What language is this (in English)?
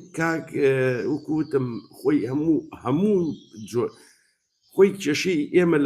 Central Kurdish